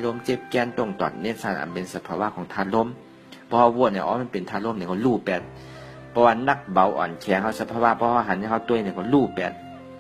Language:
Shan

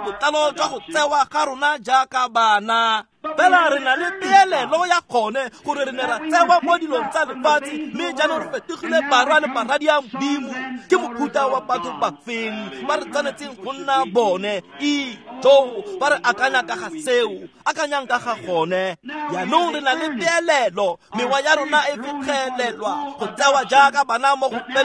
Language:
Tswana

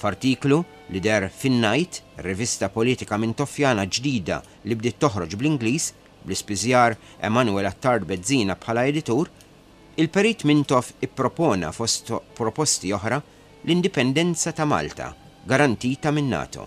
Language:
Maltese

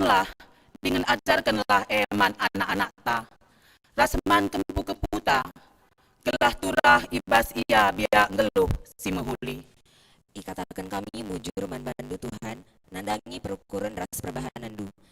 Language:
Batak Karo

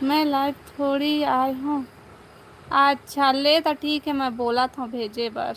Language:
Chhattisgarhi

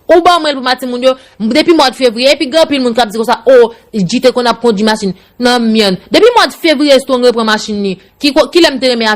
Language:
Haitian Creole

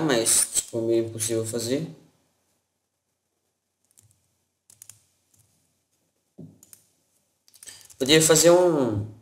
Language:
Portuguese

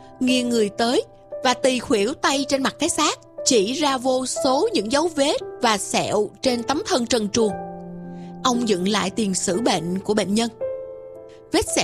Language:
Vietnamese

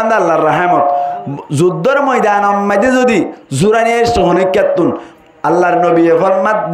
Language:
Rohingya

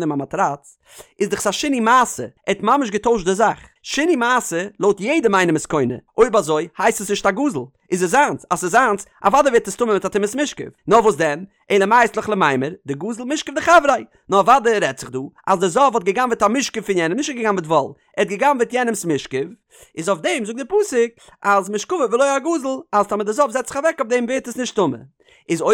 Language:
Yiddish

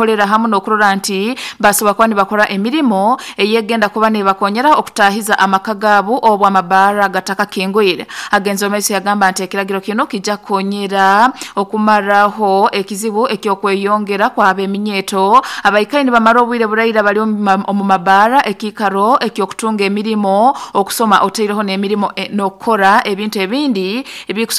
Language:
Nyoro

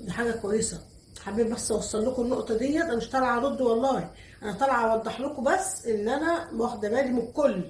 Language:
Egyptian Arabic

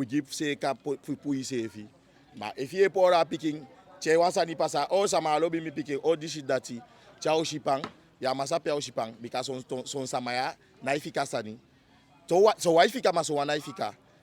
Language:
Eastern Maroon Creole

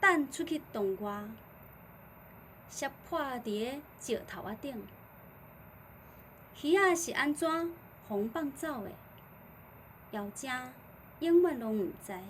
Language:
Min Nan Chinese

